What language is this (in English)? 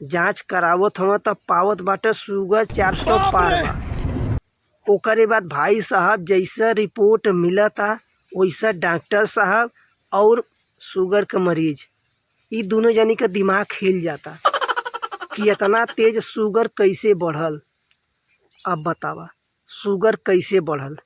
Bhojpuri